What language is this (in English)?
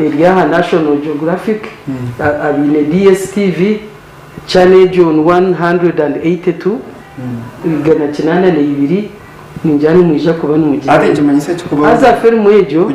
Nyankole